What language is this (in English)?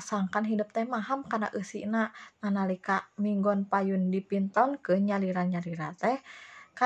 Sundanese